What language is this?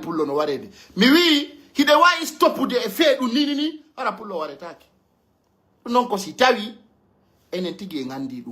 Pular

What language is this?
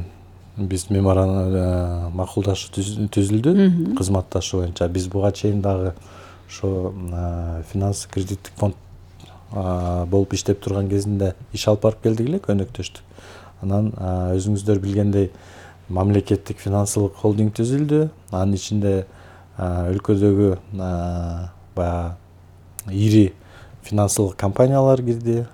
Kyrgyz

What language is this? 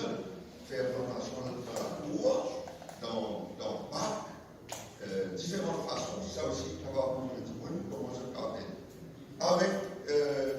Morisyen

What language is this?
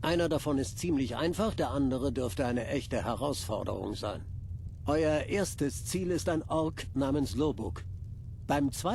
Bavarian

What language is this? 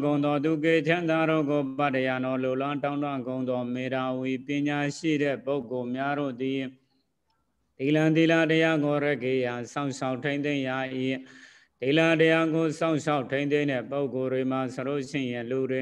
Burmese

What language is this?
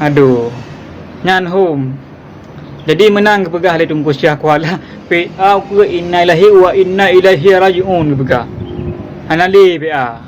Achinese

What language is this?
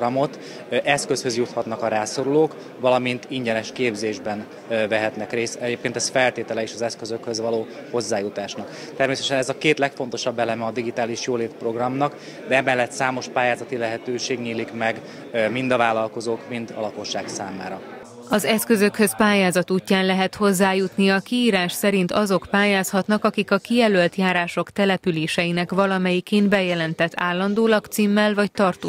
Hungarian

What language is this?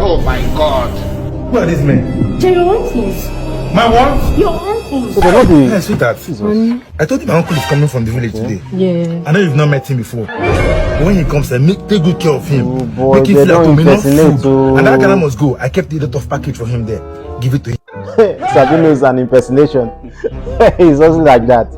Nigerian Pidgin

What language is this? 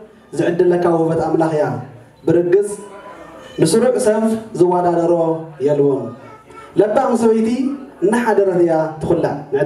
Tigrinya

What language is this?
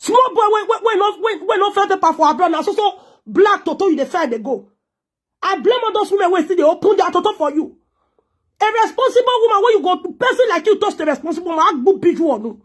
Nigerian Pidgin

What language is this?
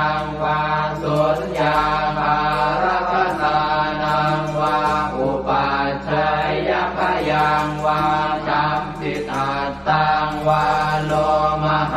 Pali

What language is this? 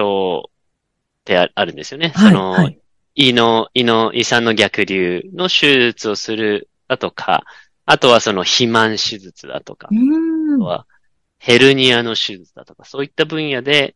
Japanese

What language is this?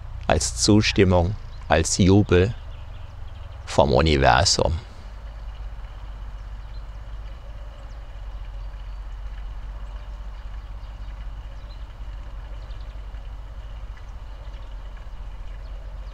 German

